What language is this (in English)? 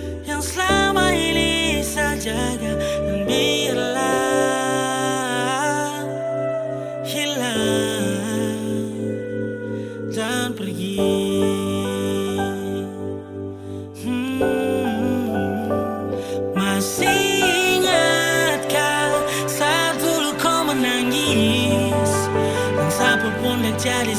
Indonesian